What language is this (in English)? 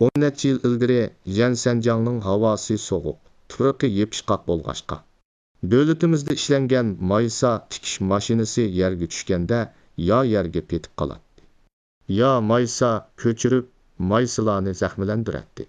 Uyghur